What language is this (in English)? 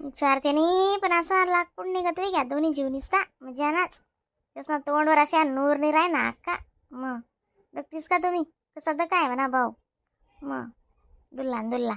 Khandesi